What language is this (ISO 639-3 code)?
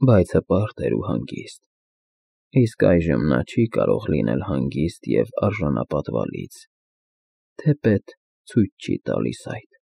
hye